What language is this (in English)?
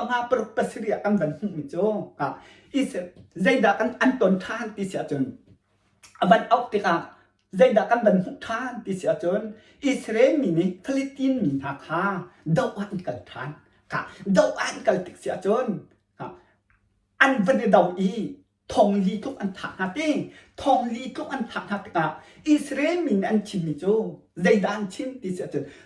Hakha Chin